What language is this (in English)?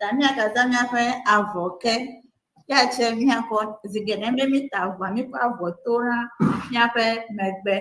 Ewe